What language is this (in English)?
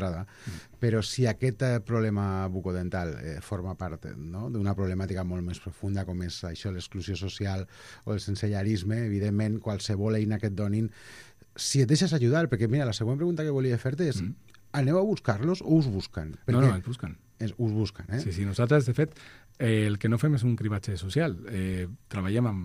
Catalan